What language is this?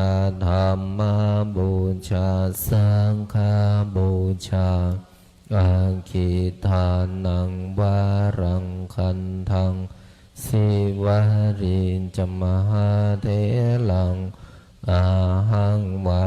Pali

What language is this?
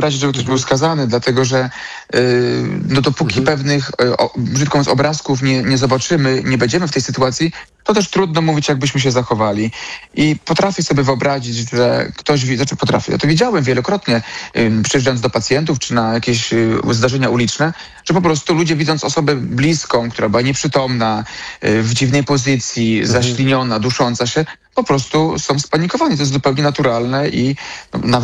Polish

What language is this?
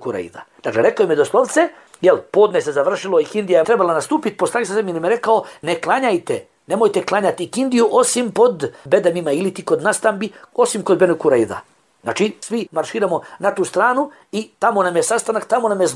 Bosnian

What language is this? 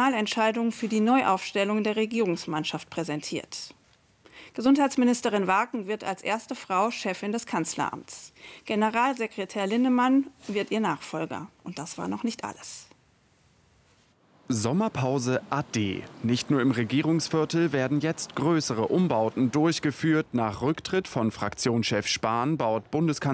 German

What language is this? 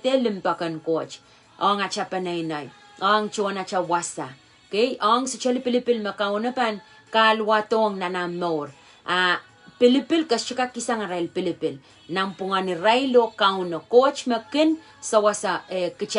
Pohnpeian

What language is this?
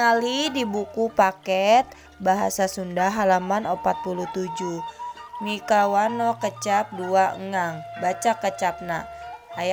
Sundanese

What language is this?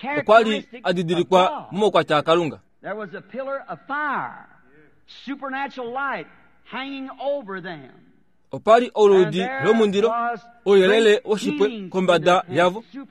Kuanyama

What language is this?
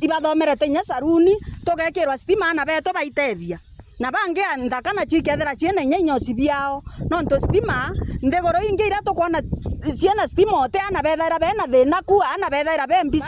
Meru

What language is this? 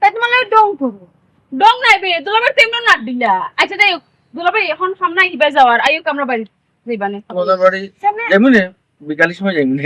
Sylheti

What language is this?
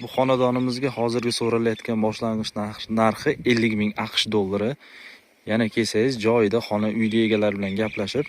Uzbek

